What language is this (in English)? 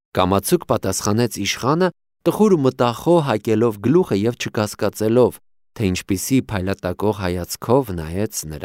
Armenian